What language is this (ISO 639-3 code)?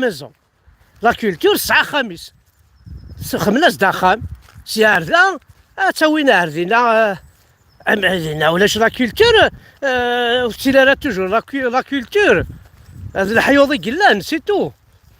kab